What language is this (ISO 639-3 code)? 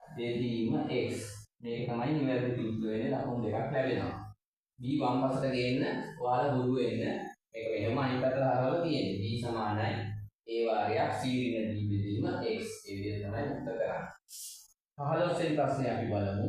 sin